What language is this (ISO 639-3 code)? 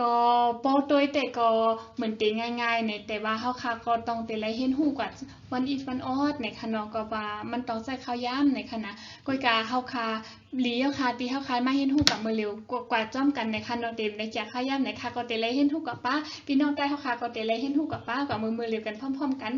shn